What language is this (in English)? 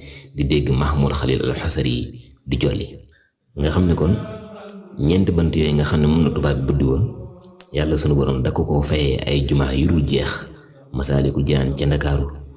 Wolof